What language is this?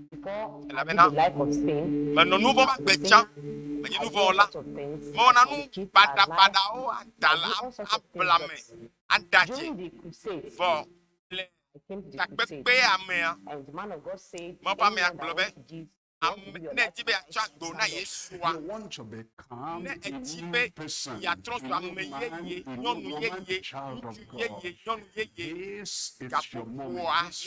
Ewe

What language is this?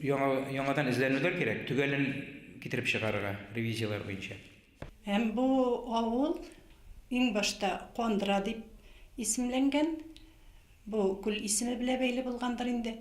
Bashkir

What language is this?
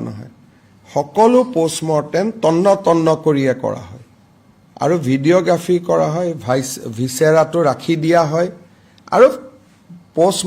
Assamese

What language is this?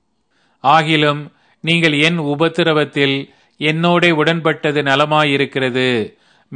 Tamil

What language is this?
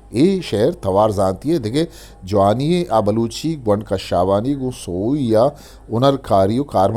Eastern Balochi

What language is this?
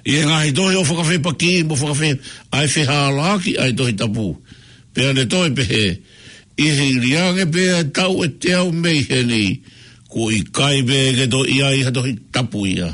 Tongan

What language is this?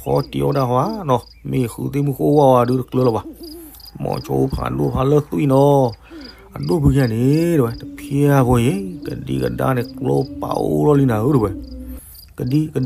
S'gaw Karen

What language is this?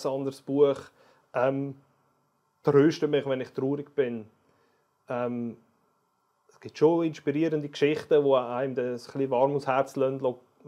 Swiss German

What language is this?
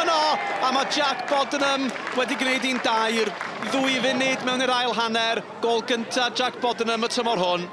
Welsh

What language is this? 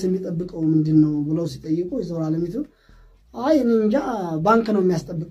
Amharic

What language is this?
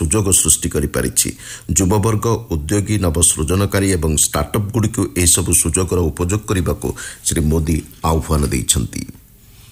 Odia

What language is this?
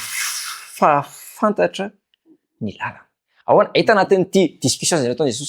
Malagasy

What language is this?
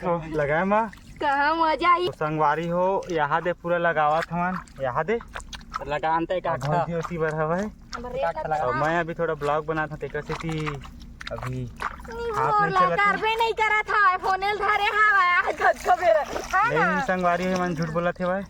Chhattisgarhi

